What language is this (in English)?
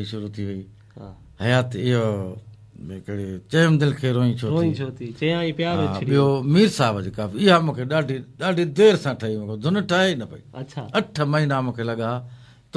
Sindhi